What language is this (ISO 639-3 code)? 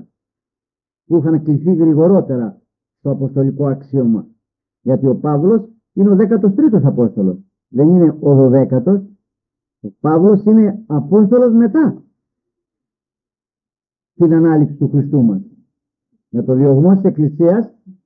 ell